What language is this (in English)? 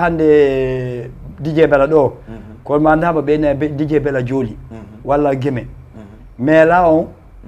Fula